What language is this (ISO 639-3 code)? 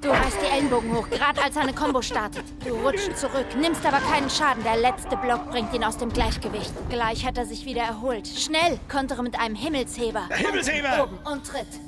bar